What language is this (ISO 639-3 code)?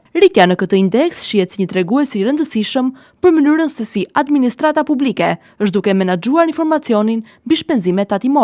sqi